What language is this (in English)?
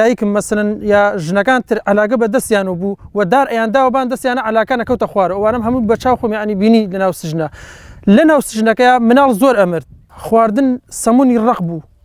Central Kurdish